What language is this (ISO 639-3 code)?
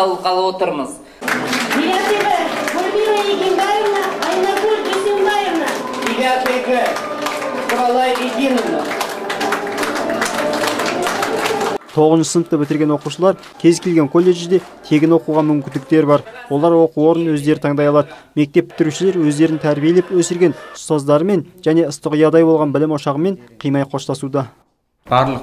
kaz